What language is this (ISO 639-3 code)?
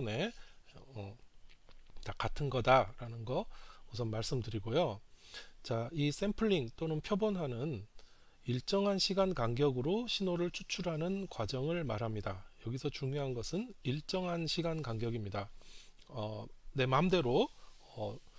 kor